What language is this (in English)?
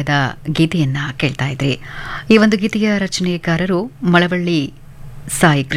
Kannada